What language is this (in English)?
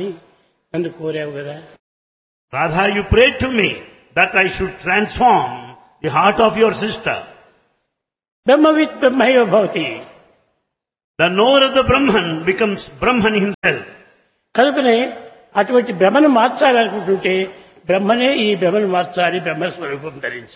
Telugu